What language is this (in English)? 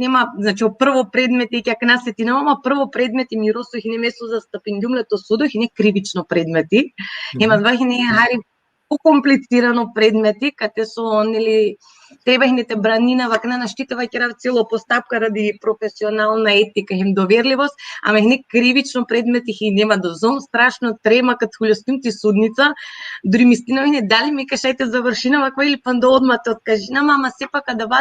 Balkan Romani